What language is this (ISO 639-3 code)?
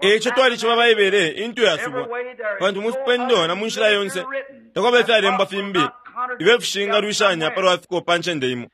bem